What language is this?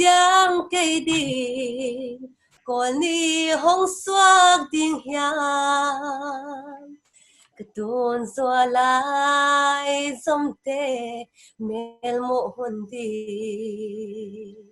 Paite Chin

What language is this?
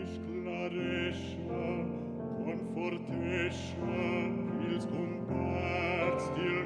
Romansh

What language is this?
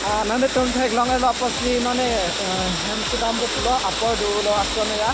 Karbi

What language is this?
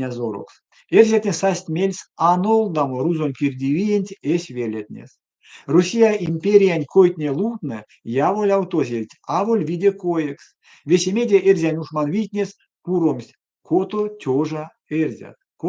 Erzya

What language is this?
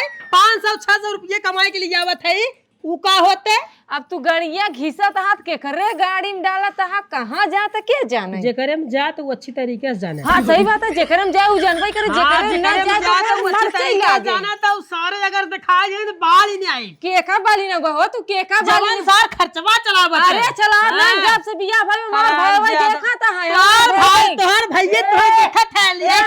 Awadhi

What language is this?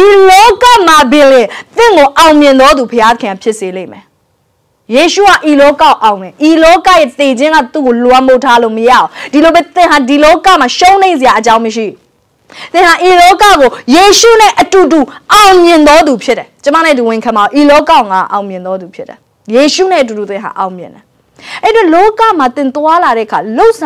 Burmese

